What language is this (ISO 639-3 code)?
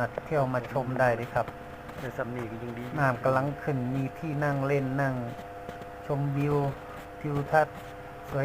tts